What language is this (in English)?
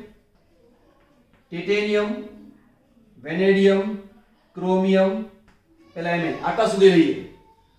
Gujarati